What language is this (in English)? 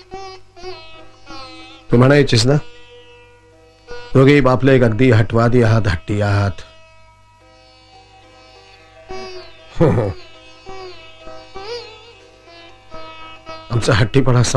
Marathi